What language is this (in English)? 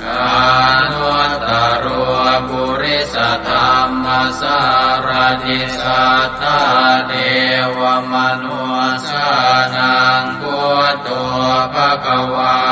Pali